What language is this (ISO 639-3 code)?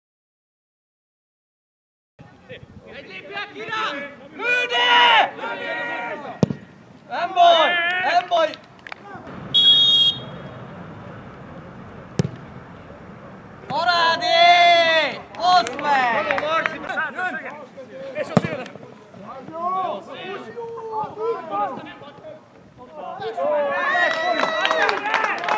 hun